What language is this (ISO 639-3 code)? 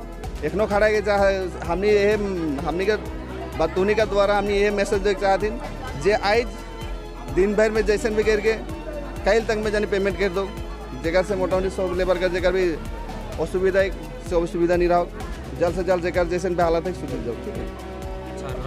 sck